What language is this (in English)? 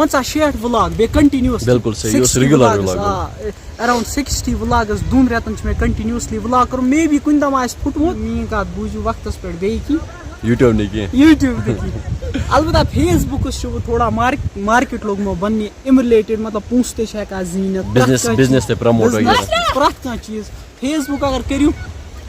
Kashmiri